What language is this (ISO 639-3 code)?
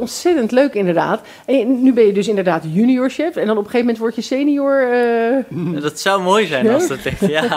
nld